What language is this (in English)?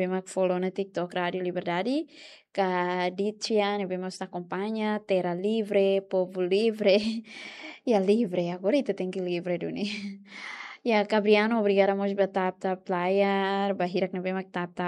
Tetum